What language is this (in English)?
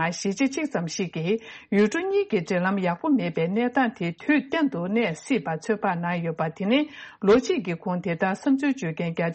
Tibetan